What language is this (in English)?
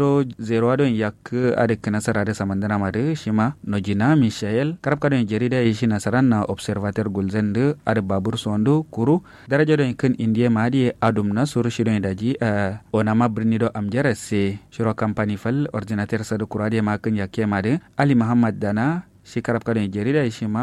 Kanuri